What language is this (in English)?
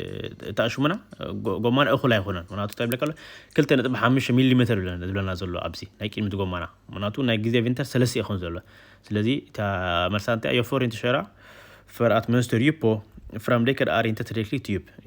Tigrinya